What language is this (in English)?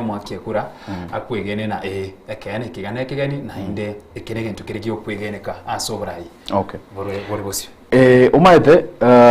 Gusii